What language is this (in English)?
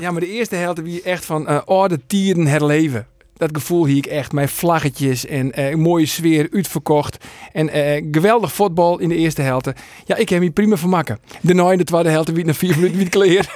Western Frisian